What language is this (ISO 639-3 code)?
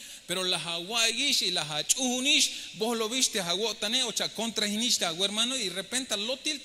tzh